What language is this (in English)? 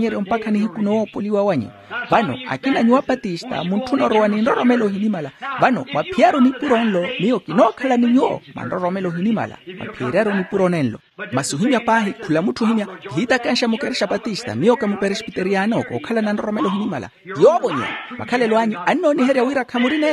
Makhuwa